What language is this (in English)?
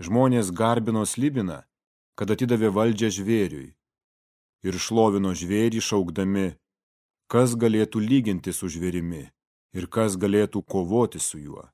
Lithuanian